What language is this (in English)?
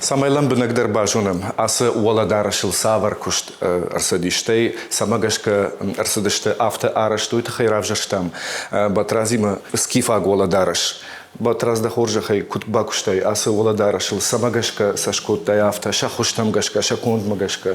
Ossetic